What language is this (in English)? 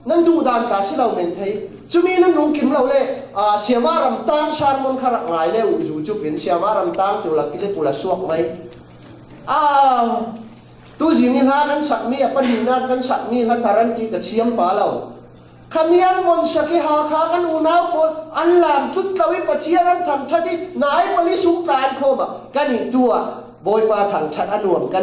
Falam Chin